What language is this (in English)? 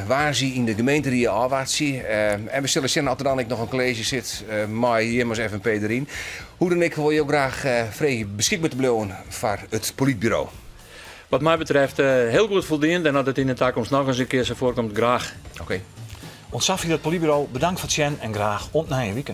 Western Frisian